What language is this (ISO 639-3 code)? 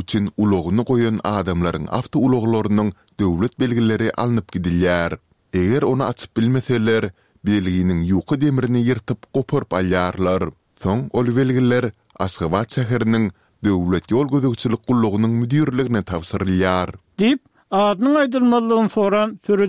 tuk